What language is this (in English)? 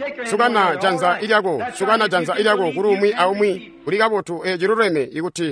Tonga (Zambia)